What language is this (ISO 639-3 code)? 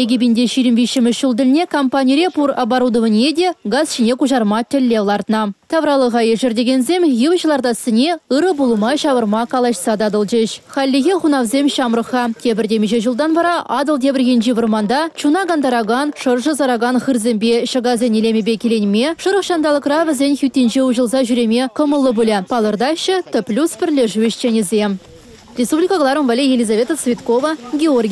chv